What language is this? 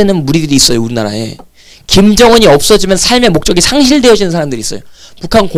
Korean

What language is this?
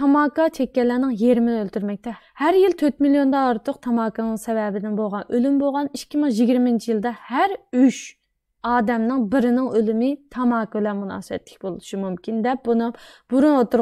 Uyghur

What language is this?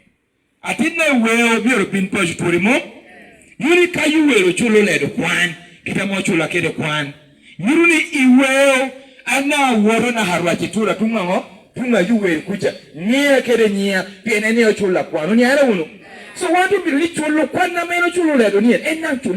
Lango (Uganda)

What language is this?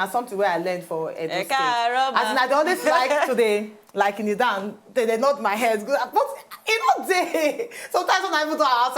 Nigerian Pidgin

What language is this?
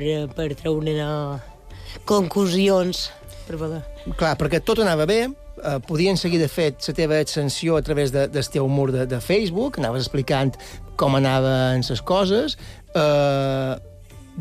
Catalan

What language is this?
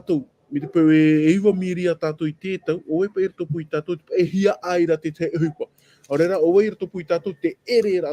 Tahitian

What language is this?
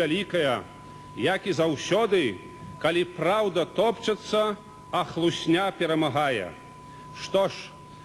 Belarusian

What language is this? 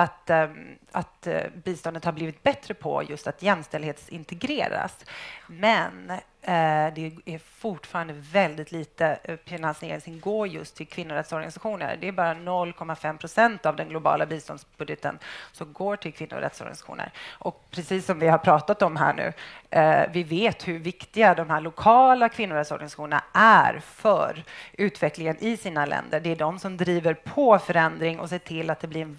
Swedish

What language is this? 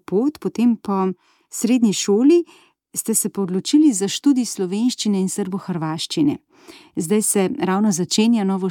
Slovenian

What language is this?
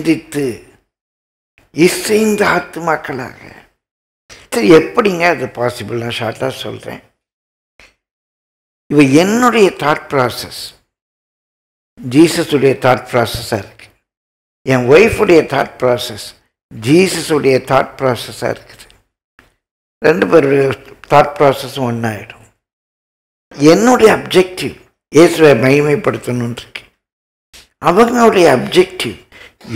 Tamil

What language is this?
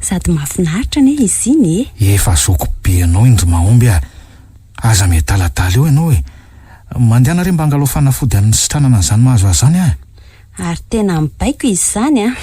Malagasy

